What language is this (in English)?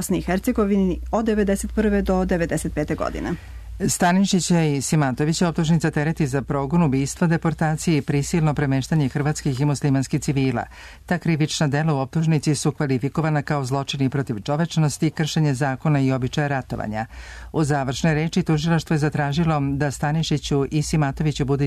Serbian